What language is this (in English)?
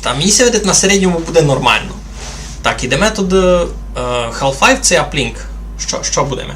Rusyn